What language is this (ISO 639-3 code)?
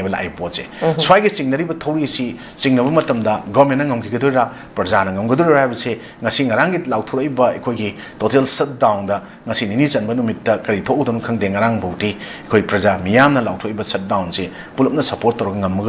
mni